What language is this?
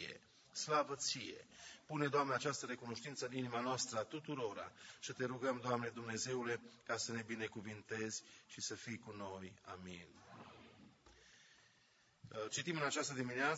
Romanian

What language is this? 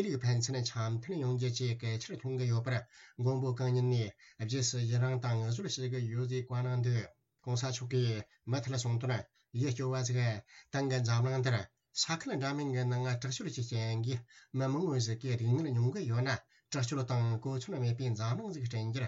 Tibetan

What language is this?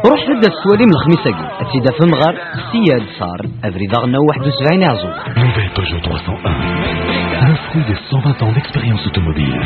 Kabyle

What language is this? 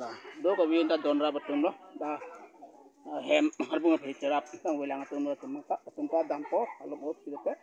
Karbi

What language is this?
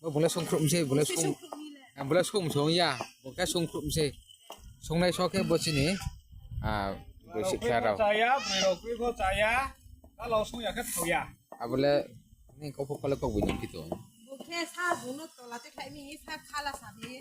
Riang (India)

